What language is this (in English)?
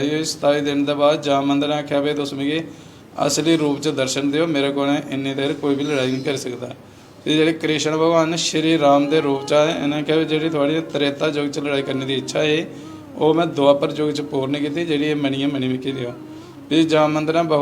Dogri